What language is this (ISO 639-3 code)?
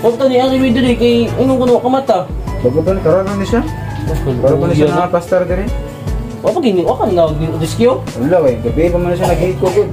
ceb